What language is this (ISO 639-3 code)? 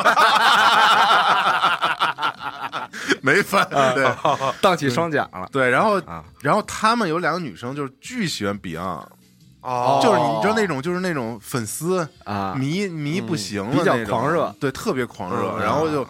zho